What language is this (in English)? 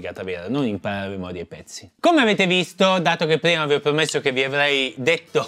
Italian